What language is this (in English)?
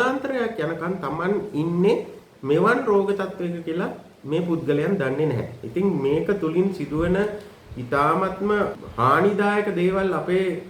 Sinhala